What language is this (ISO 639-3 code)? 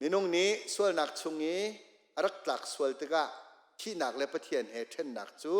cnh